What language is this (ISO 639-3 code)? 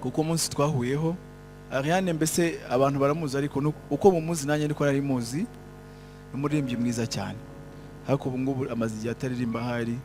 kin